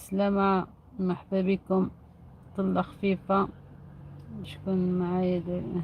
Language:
Algerian Arabic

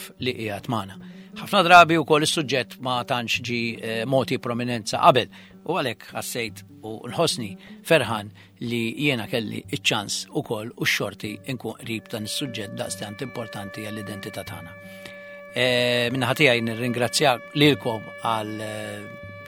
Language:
Maltese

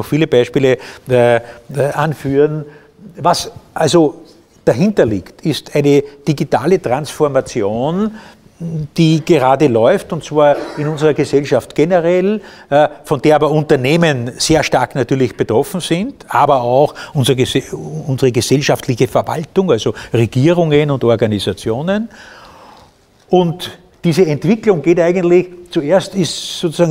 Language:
German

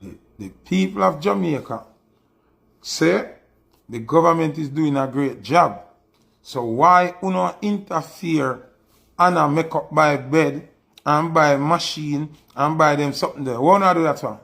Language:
Jamaican Creole English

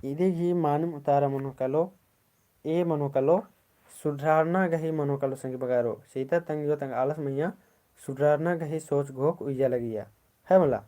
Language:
Kurukh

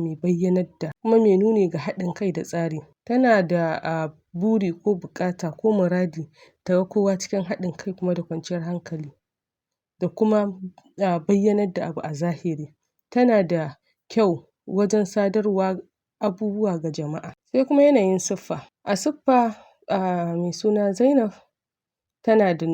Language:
Hausa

